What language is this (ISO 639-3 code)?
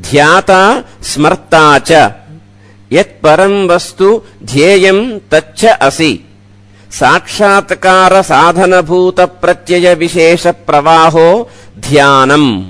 san